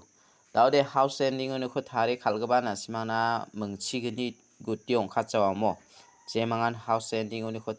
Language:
Garo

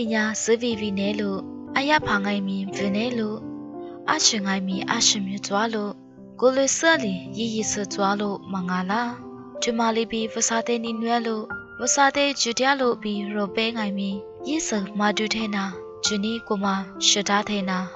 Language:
Lisu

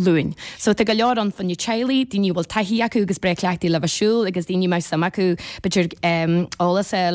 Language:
Irish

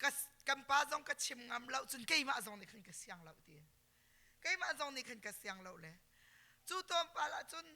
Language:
Hakha Chin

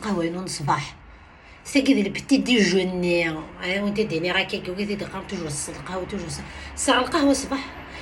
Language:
Kabyle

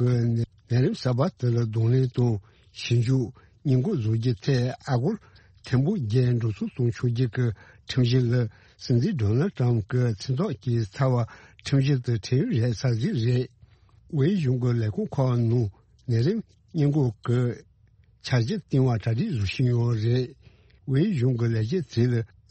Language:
Tibetan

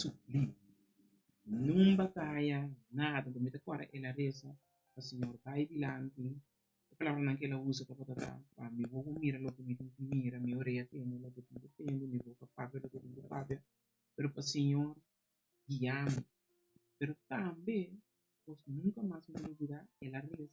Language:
Papiamento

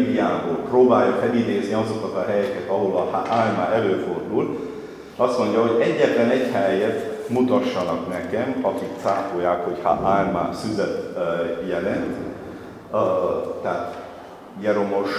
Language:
Hungarian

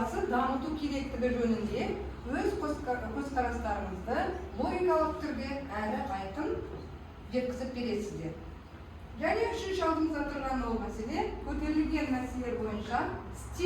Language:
Kazakh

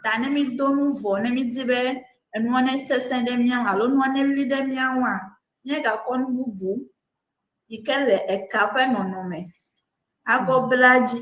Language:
Ewe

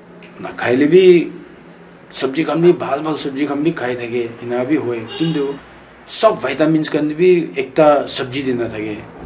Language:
Naga Pidgin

